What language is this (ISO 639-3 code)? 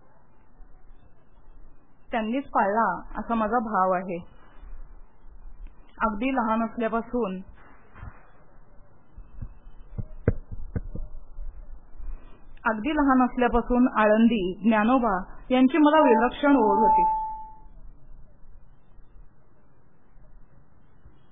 mar